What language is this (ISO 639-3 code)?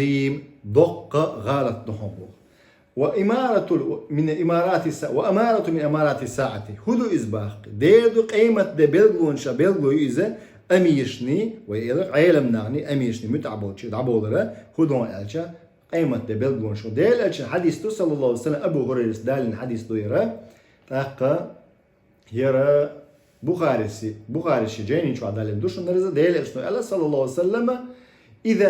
che